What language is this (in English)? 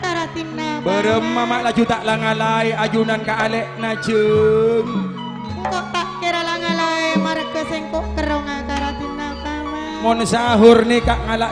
Madurese